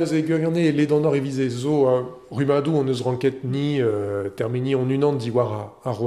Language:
Breton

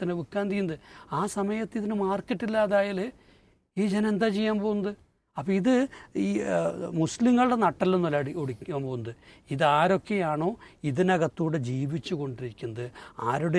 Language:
Malayalam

